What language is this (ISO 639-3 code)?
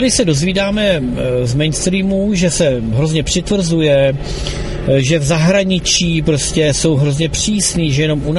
ces